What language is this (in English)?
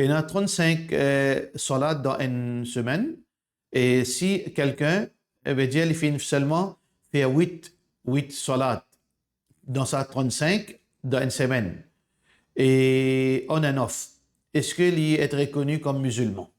Morisyen